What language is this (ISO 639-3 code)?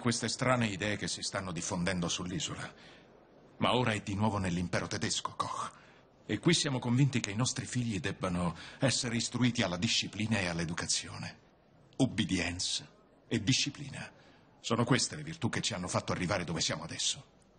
ita